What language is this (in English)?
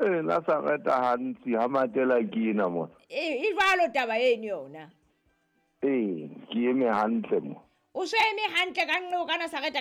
Southern Sotho